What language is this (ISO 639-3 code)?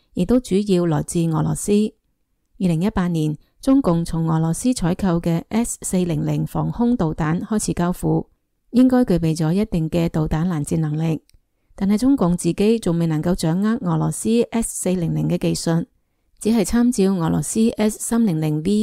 yue